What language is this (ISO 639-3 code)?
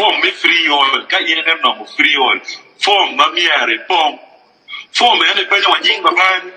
ach